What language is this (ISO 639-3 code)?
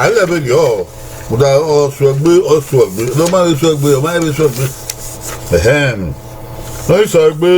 bin